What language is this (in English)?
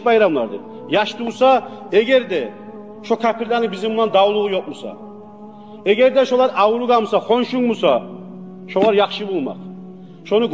Kumyk